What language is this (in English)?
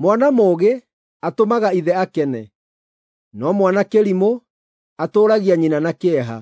Kikuyu